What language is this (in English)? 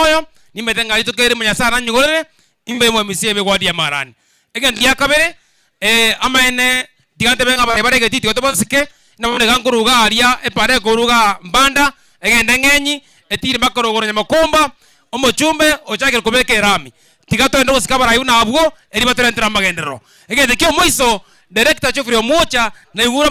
Gusii